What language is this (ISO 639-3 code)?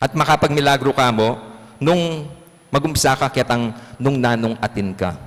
pam